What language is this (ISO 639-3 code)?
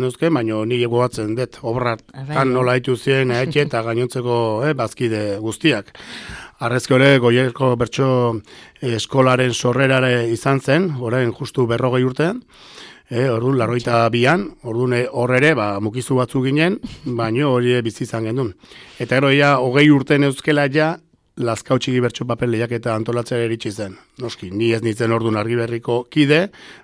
eus